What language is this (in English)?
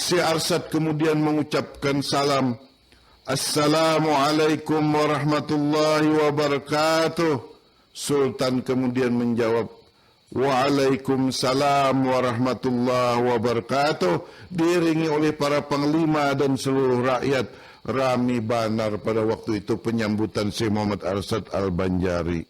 Banjar